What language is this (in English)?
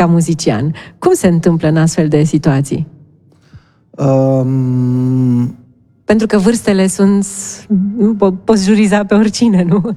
Romanian